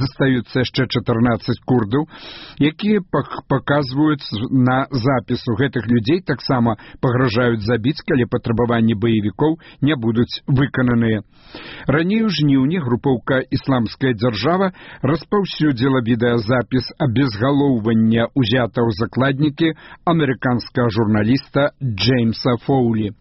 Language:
Belarusian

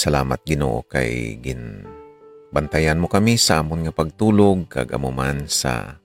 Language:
Hiligaynon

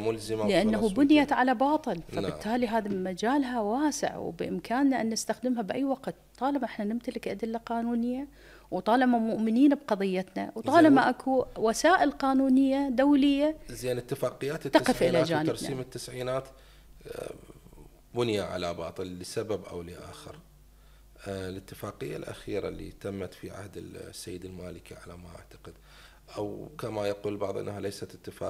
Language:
Mesopotamian Arabic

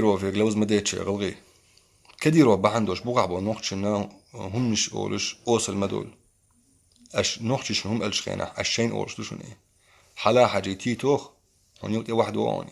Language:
Chechen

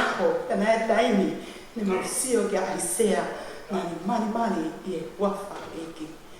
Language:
Tongan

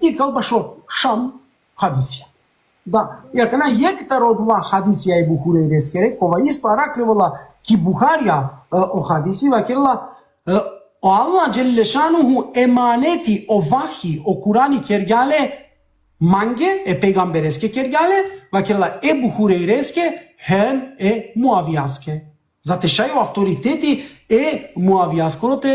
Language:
Balkan Romani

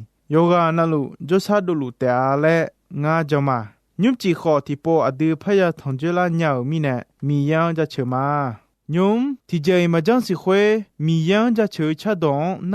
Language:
Akha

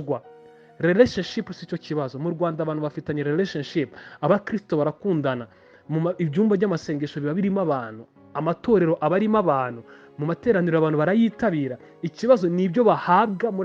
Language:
Kinyarwanda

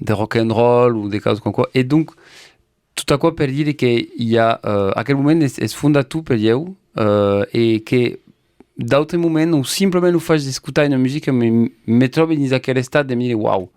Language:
Occitan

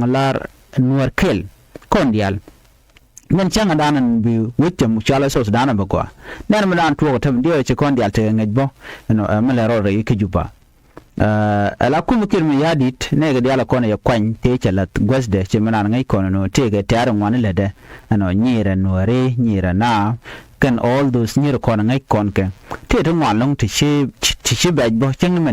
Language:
Nuer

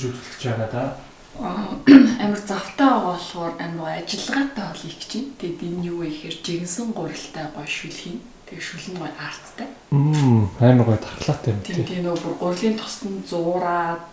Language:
Mongolian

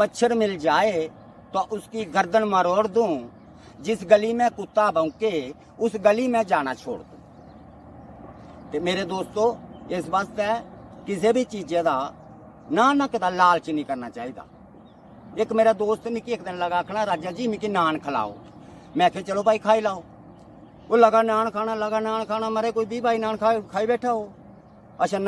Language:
Dogri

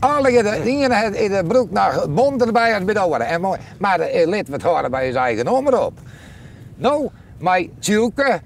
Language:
Western Frisian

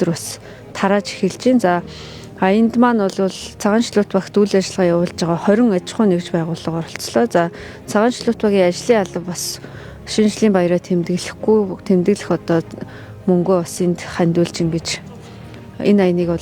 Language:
Mongolian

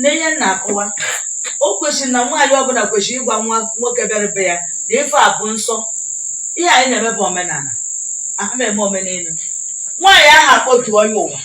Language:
Igbo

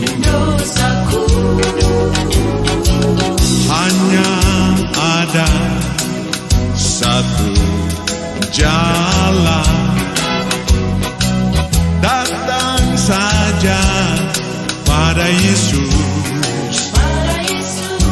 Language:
Indonesian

